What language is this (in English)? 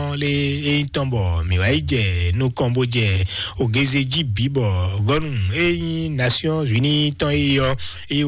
Fon